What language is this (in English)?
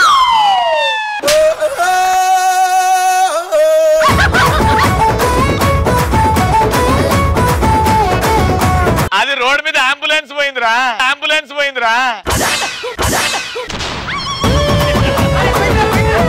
Telugu